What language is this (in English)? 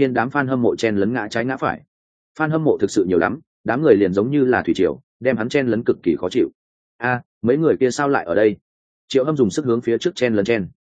Vietnamese